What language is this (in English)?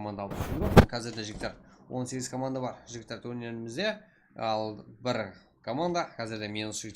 Kara-Kalpak